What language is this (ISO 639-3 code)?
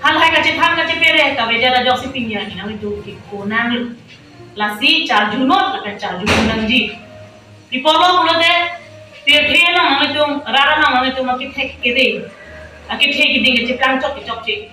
mjw